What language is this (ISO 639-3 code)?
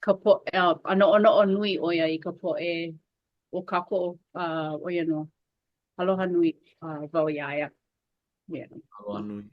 haw